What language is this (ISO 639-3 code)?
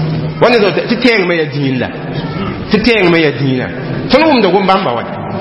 mos